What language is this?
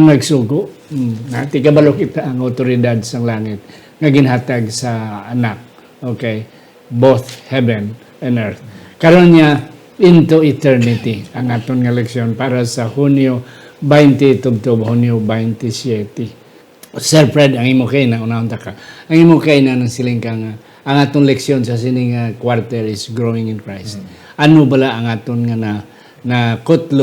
Hiligaynon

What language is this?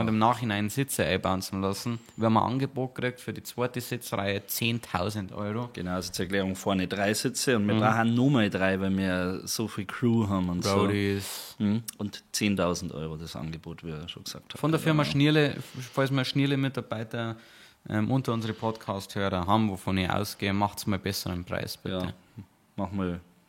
Bavarian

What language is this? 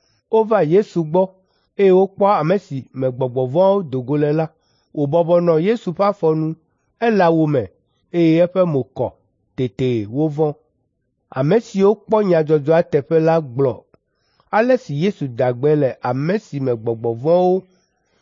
Ewe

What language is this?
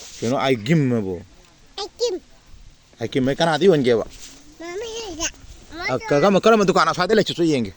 Manipuri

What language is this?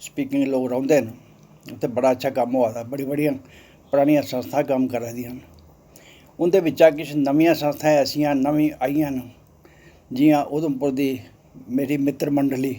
Dogri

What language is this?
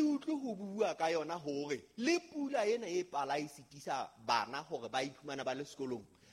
Southern Sotho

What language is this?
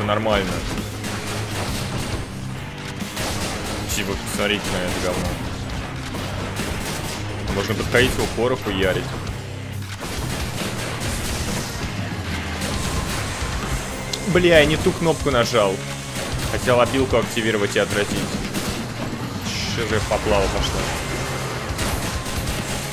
Russian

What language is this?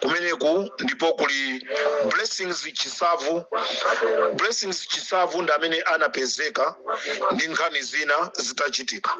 Nyanja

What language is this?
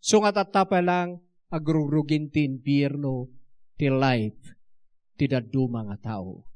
Iloko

